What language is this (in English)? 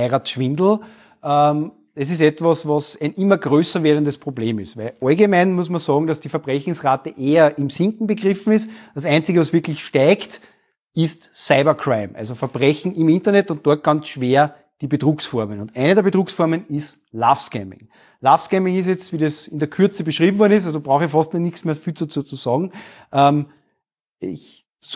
German